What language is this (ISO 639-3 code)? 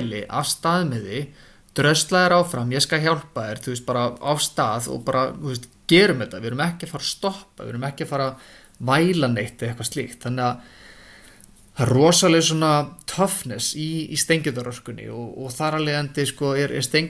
isl